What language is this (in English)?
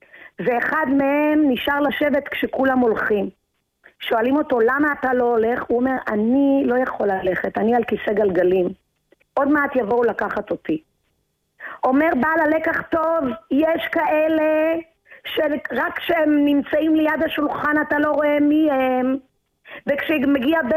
Hebrew